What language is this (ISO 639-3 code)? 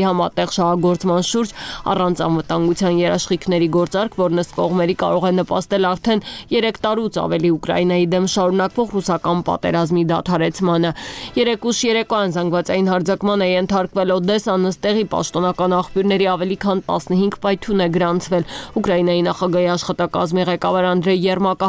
hye